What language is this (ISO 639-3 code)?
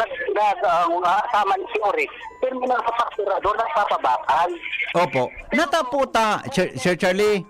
bik